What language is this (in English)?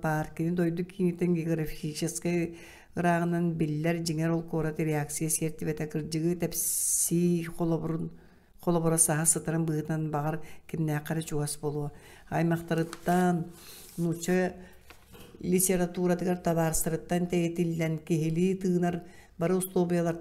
Yakut